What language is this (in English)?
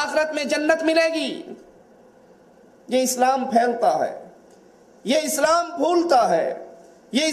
Urdu